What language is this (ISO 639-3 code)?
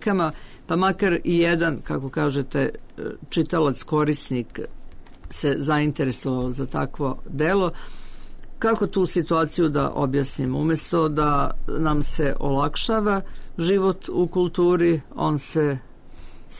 srp